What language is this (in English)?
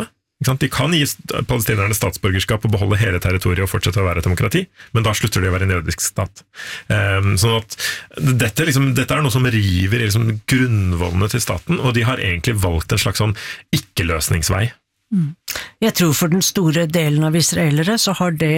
Norwegian